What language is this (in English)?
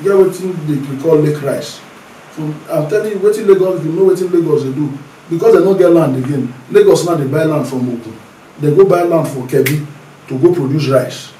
Nigerian Pidgin